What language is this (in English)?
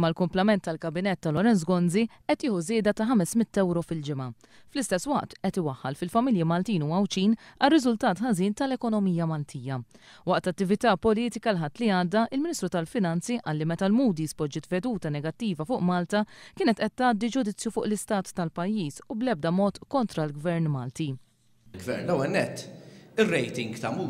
Maltese